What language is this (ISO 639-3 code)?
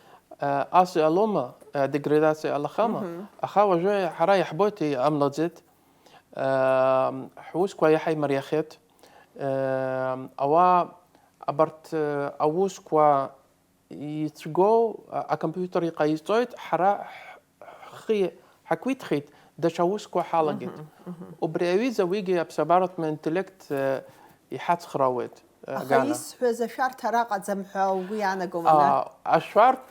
abk